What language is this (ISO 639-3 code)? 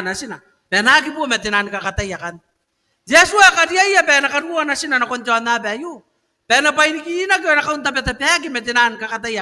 gil